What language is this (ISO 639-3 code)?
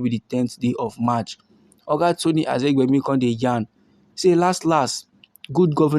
pcm